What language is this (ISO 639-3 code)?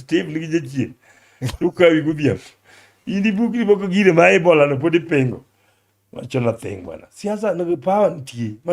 luo